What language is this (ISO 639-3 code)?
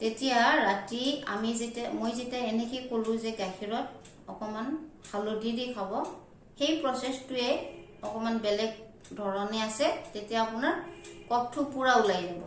asm